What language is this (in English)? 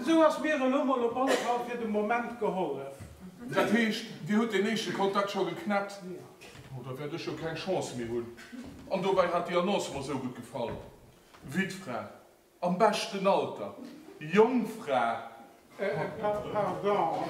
Luxembourgish